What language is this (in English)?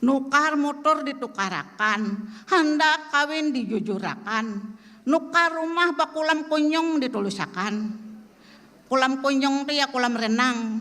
Banjar